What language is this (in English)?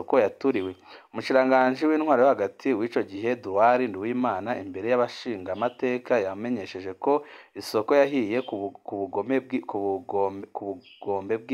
Rundi